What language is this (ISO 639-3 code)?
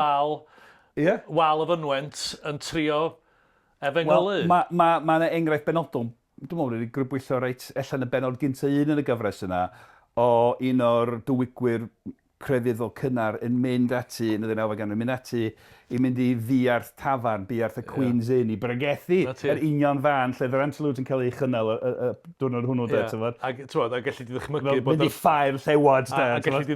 cym